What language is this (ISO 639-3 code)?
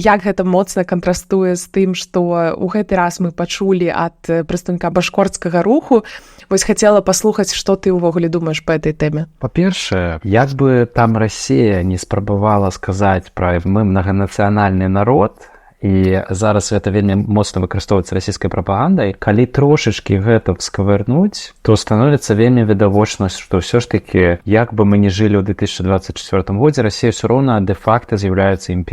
bel